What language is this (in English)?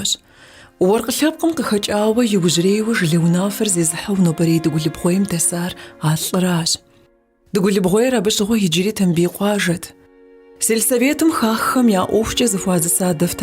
Kabardian